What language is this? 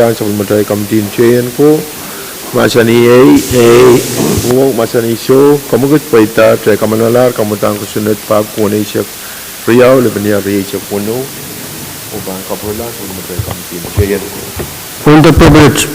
Pohnpeian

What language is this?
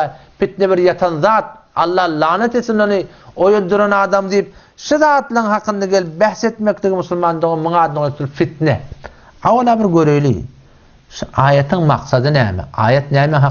Turkmen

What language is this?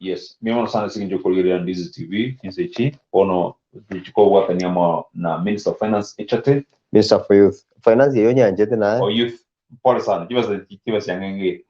Gusii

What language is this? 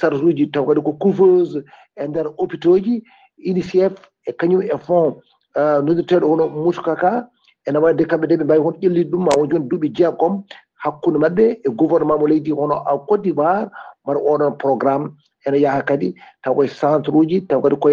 Fula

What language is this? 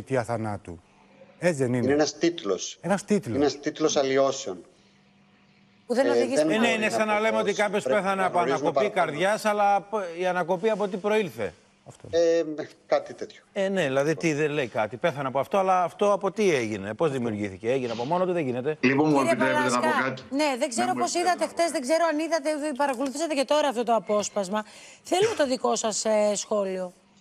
Greek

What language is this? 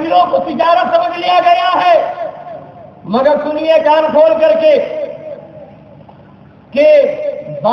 Urdu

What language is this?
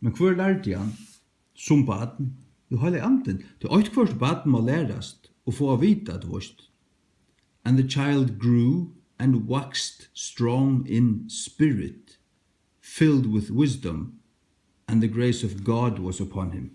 Faroese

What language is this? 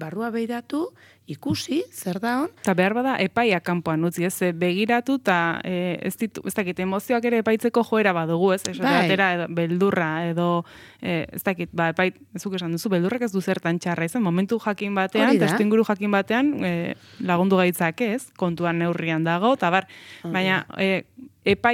Basque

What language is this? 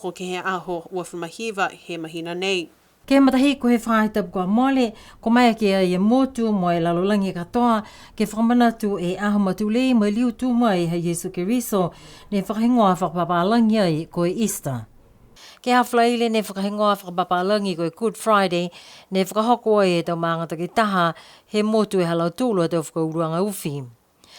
Niuean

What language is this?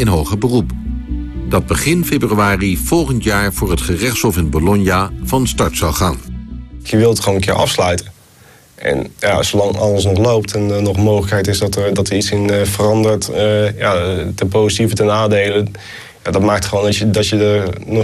Dutch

